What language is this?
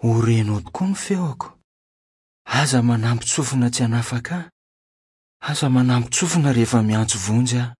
Malagasy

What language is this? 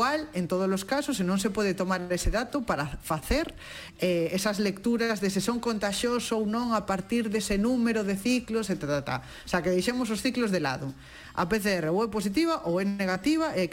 Galician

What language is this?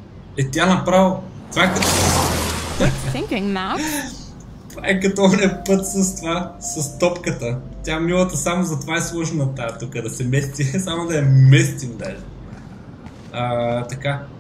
Bulgarian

